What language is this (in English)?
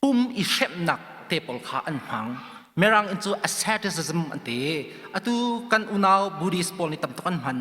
Hakha Chin